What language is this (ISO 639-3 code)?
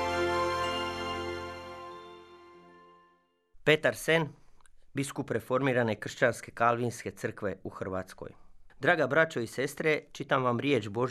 hrv